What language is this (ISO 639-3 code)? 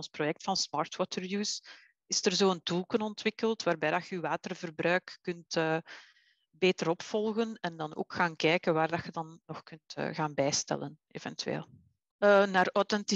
nld